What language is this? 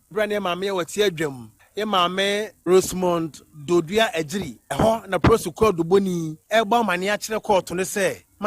Akan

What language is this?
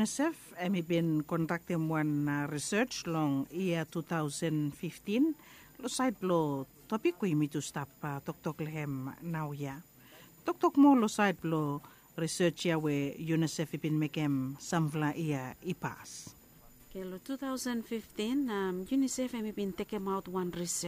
Bislama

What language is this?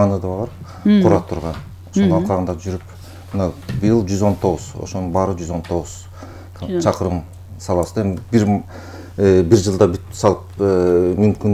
Kyrgyz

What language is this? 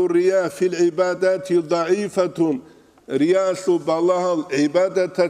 Avaric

